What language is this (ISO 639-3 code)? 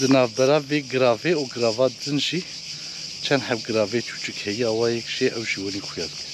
kur